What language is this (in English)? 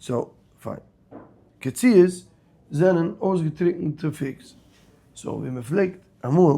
Yiddish